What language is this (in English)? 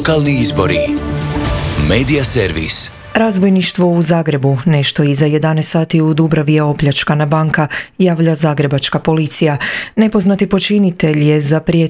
Croatian